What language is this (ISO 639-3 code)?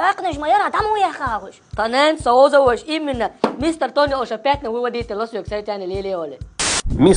che